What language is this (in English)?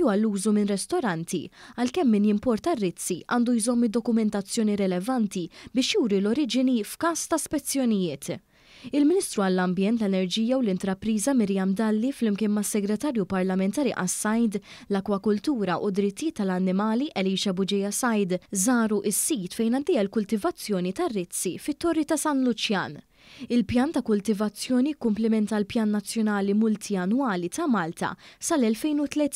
Maltese